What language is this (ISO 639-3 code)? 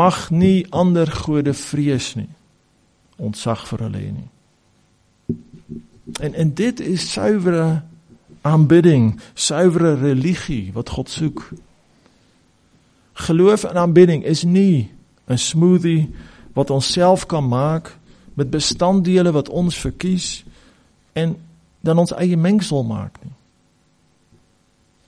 afr